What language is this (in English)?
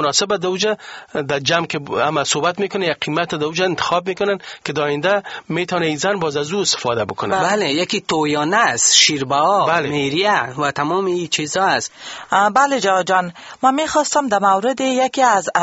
Persian